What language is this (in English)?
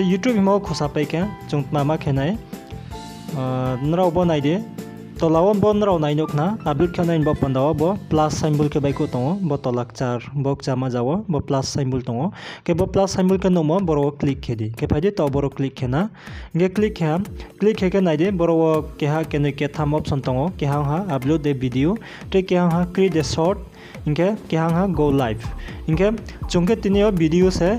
Riang (India)